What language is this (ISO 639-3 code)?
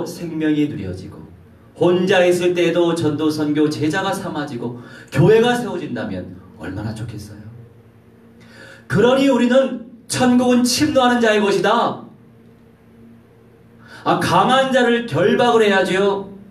kor